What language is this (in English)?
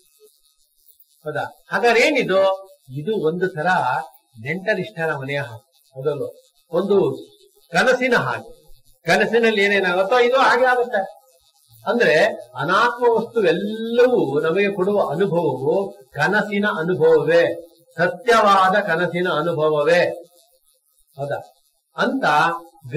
Kannada